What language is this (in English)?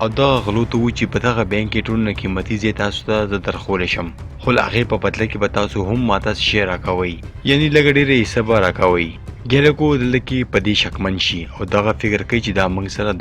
Pashto